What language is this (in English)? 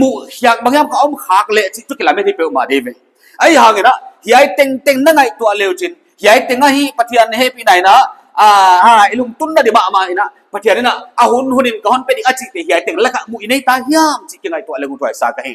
Paite Chin